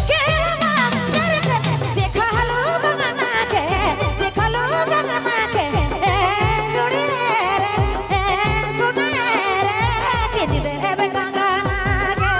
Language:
Sadri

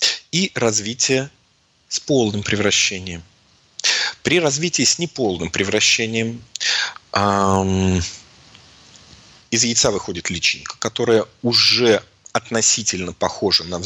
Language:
Russian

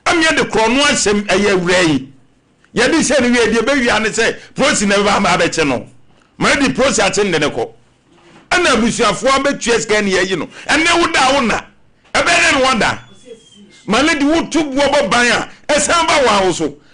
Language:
Akan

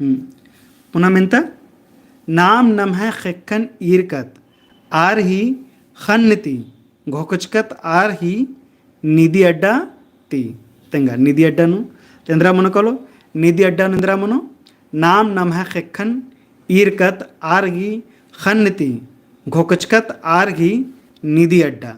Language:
Kurukh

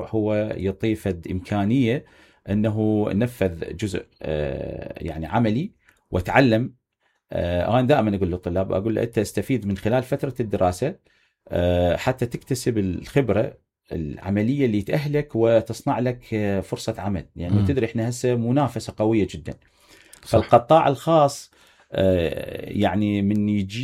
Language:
Mesopotamian Arabic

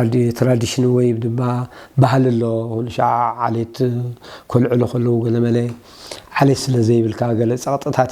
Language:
Tigrinya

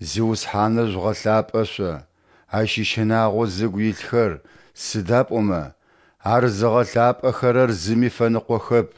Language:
Adyghe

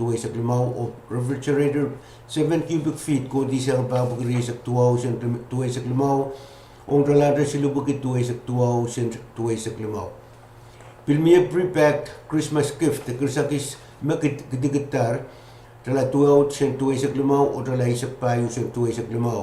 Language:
Pohnpeian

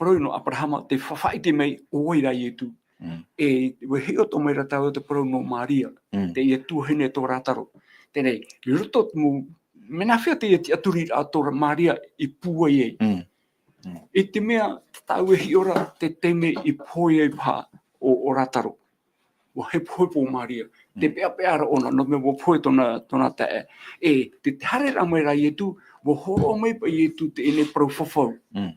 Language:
Tahitian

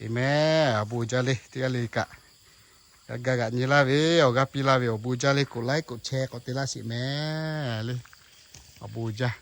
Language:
Lahu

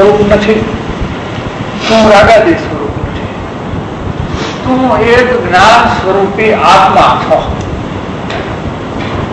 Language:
Gujarati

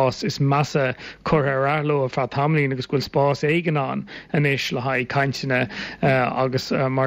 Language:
Irish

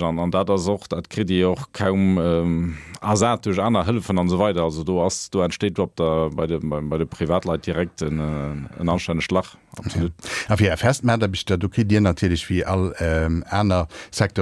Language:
Luxembourgish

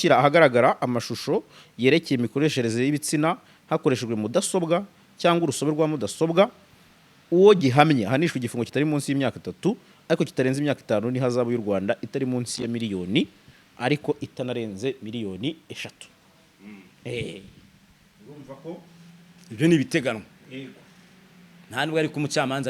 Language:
Kinyarwanda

